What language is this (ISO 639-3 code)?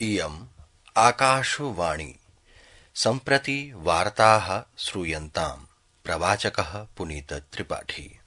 san